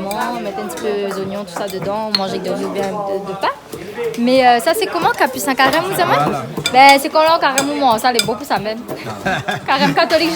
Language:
Réunion Creole French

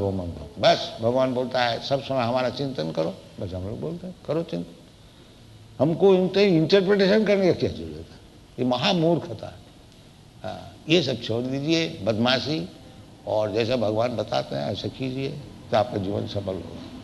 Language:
Hindi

